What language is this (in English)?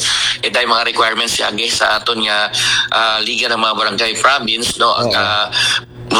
Aklanon